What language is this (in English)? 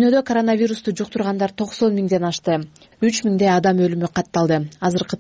Kyrgyz